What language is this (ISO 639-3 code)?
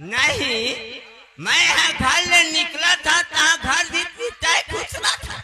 hne